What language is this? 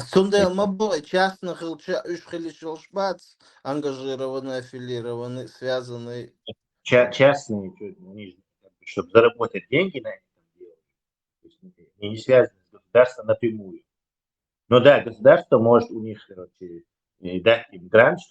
Chechen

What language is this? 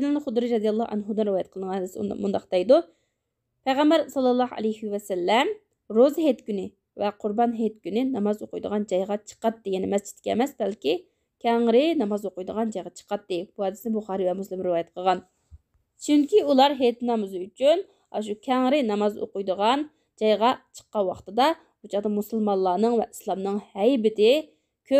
Uyghur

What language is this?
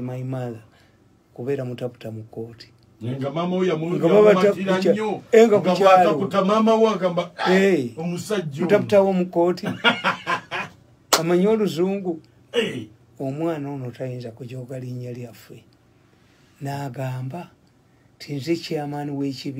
Ganda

